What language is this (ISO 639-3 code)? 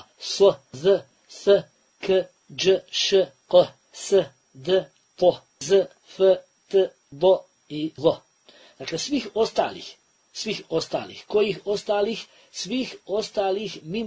bos